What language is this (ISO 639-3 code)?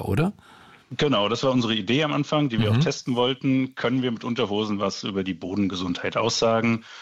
deu